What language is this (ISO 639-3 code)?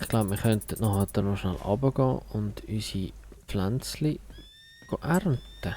gsw